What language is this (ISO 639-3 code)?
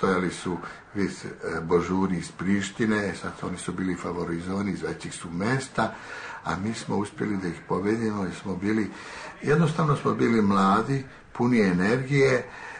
srp